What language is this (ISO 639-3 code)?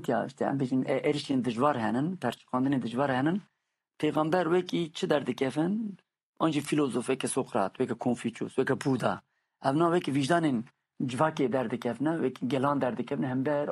kur